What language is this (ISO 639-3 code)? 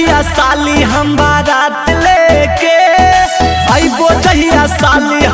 mag